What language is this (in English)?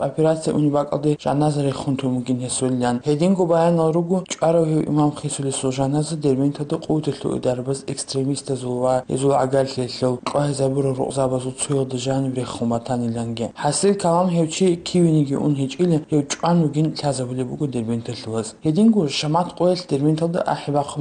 Avaric